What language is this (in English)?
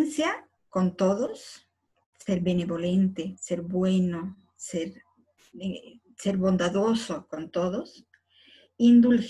Spanish